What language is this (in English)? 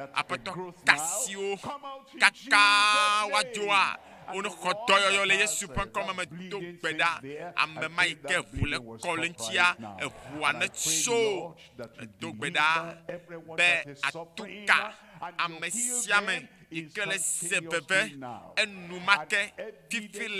Ewe